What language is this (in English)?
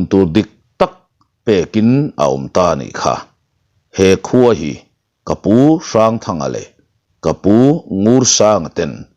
Mizo